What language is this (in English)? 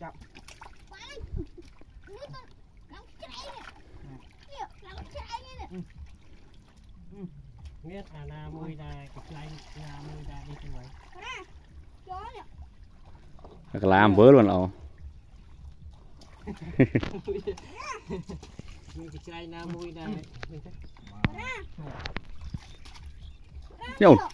Vietnamese